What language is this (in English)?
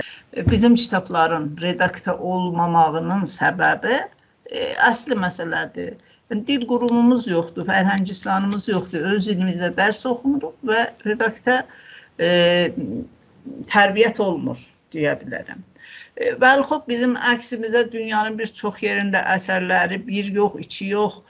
South Azerbaijani